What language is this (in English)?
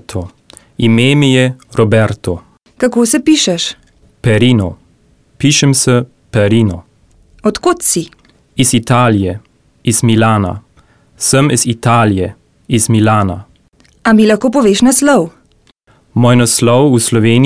Slovenian